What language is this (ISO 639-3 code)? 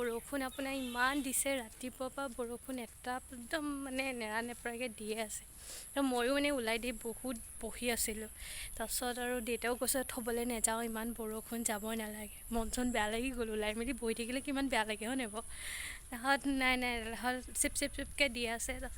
asm